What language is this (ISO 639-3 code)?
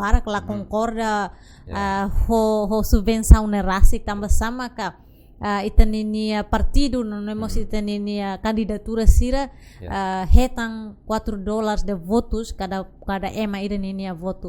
tet